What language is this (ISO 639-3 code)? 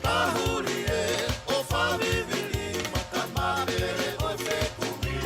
ton